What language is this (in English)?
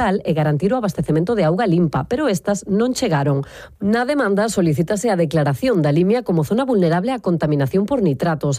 Galician